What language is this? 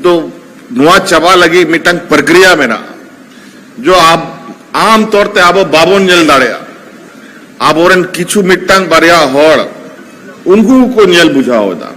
Santali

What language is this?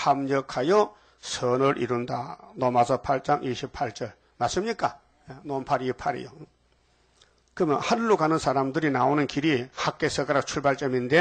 Korean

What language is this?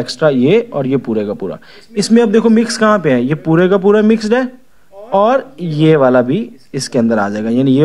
Hindi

